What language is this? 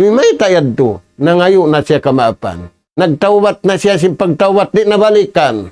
Tausug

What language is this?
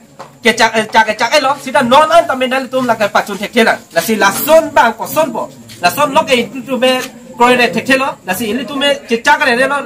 Karbi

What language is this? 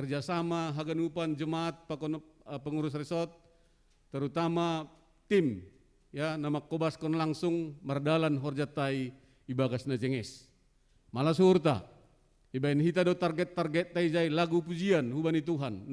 Batak Simalungun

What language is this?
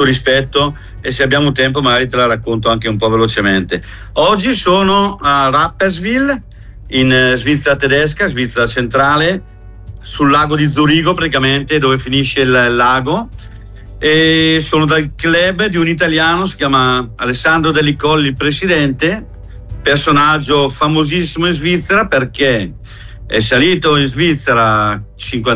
Italian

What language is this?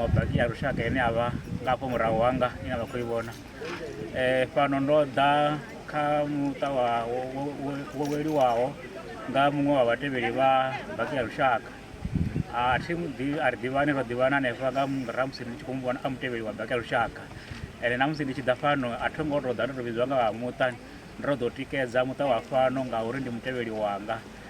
Venda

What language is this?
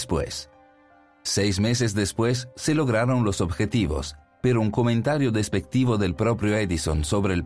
Spanish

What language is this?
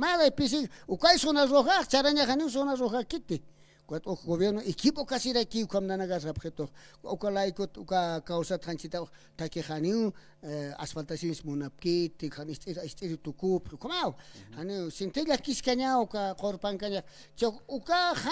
Aymara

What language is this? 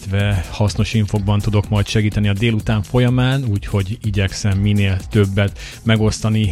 Hungarian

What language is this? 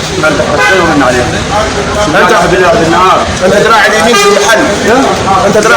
Egyptian Arabic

